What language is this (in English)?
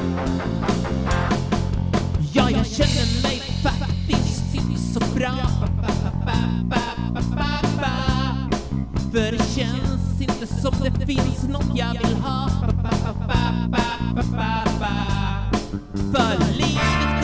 Swedish